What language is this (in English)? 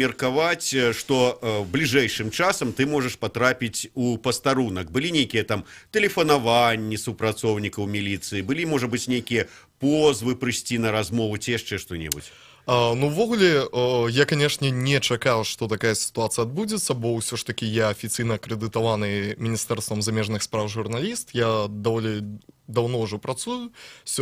Belarusian